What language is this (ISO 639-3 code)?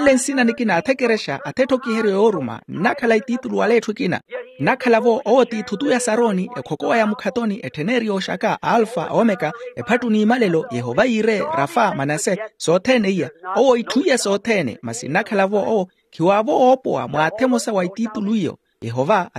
vmw